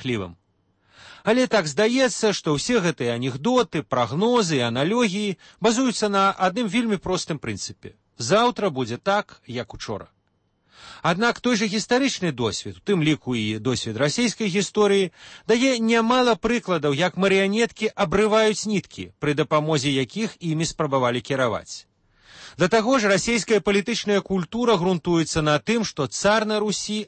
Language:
Belarusian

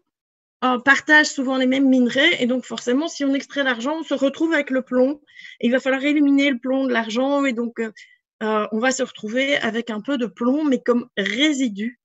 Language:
French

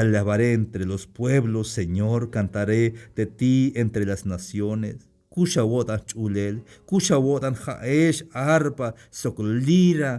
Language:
Tzeltal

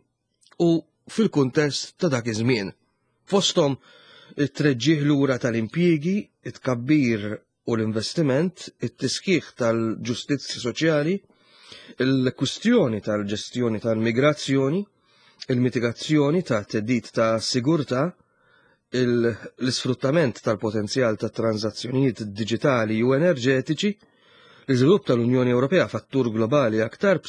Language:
Maltese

